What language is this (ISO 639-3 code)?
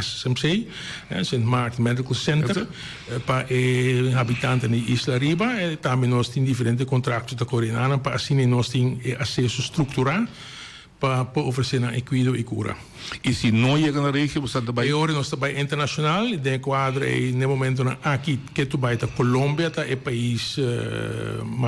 pap